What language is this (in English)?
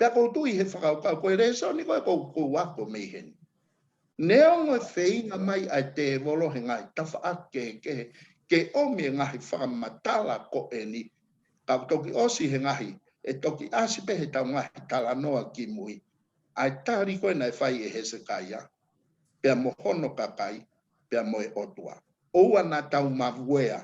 Tongan